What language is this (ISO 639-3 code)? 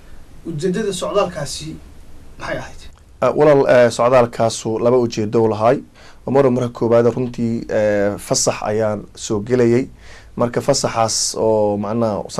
som